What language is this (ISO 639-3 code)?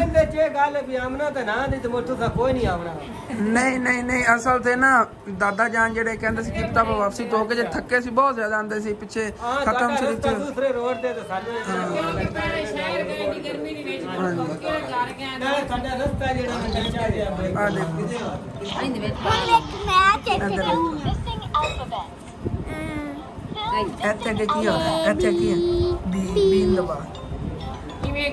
pan